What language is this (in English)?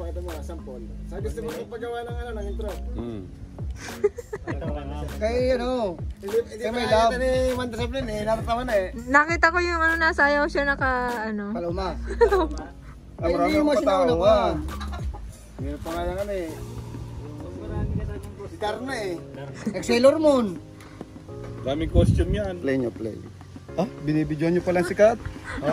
Filipino